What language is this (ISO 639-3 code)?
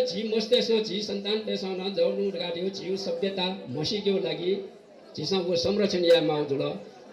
new